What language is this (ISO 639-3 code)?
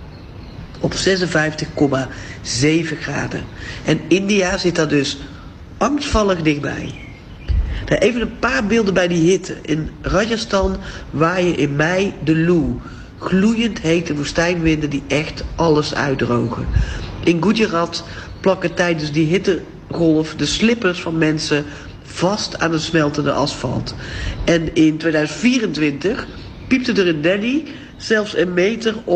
nld